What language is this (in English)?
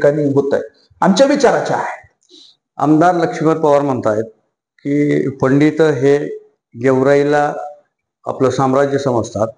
Marathi